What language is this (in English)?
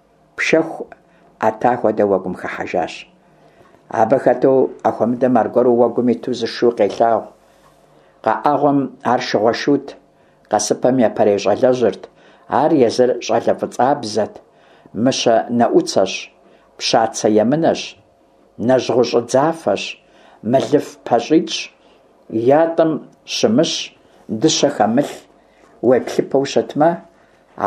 Kabardian